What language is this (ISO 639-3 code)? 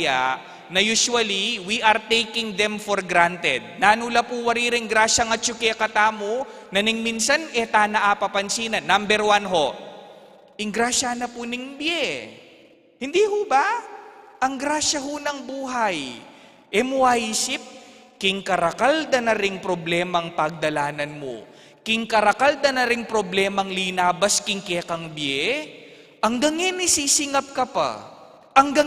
pam